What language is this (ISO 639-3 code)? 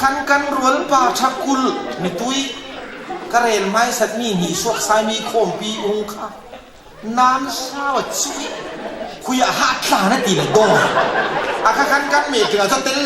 cfm